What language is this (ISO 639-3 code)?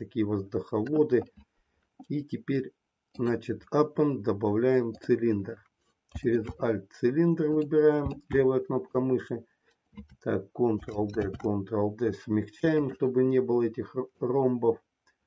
rus